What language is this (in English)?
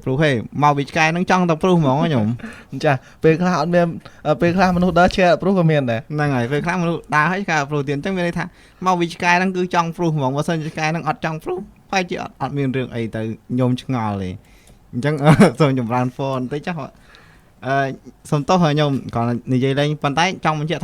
Khmer